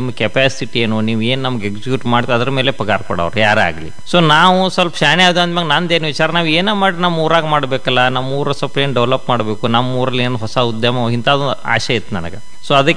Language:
Kannada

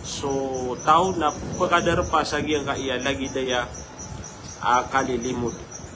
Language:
Maranao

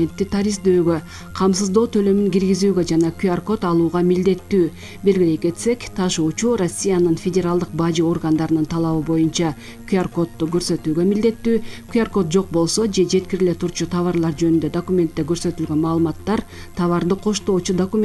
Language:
Kyrgyz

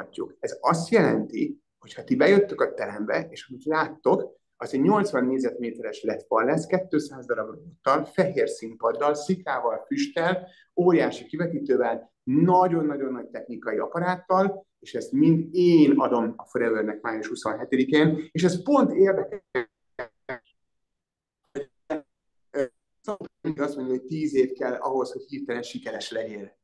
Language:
Hungarian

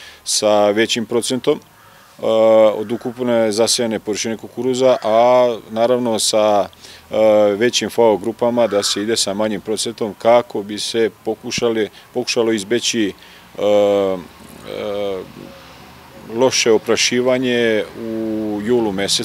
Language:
Serbian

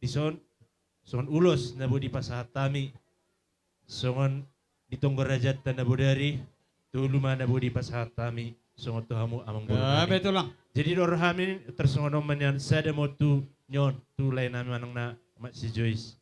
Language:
Batak Toba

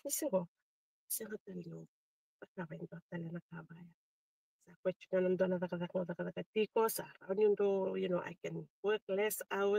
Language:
Fijian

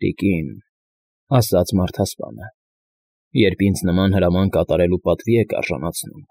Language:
Armenian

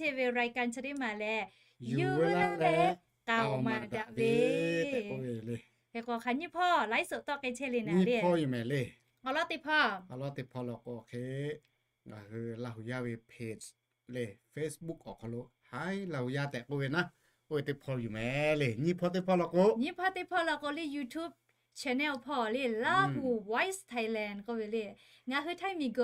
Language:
Lahu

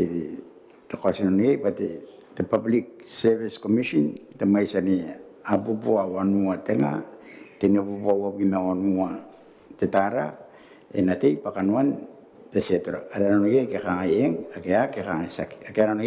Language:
Gilbertese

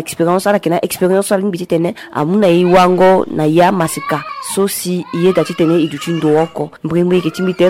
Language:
Sango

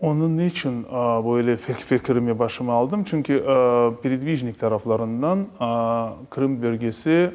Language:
Crimean Tatar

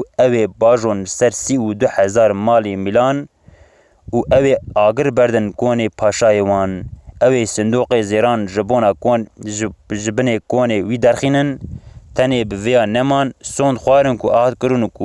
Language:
Kurdish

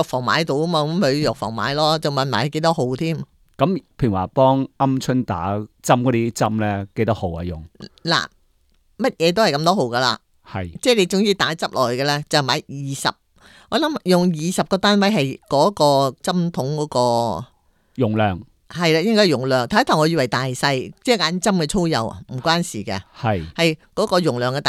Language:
Cantonese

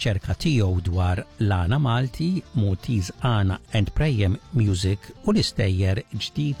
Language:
Maltese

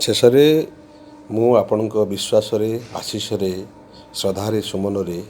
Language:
Odia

